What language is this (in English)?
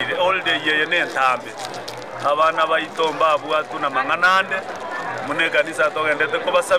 Gusii